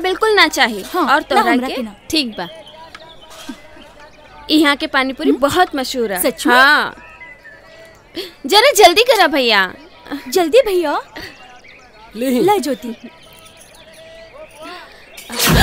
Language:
Bhojpuri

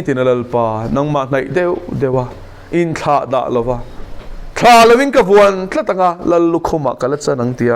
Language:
Mizo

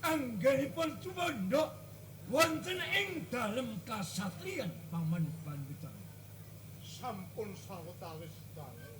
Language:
Javanese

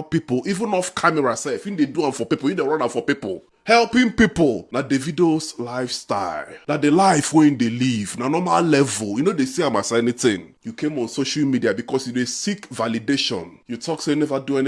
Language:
Nigerian Pidgin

